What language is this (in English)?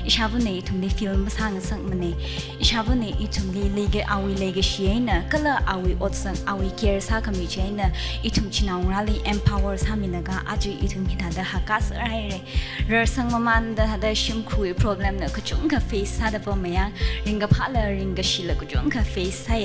Tangkhul Naga (India)